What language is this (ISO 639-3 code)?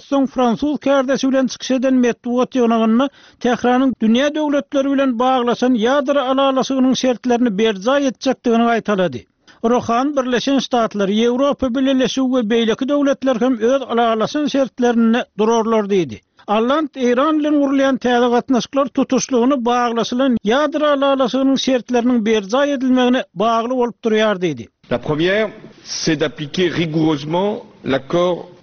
tuk